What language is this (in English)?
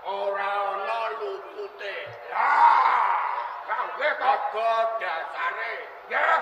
Javanese